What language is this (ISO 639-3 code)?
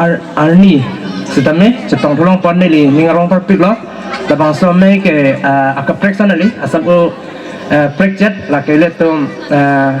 mjw